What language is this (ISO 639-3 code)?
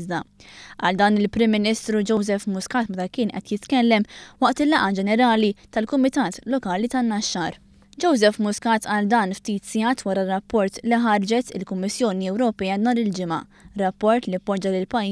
mlt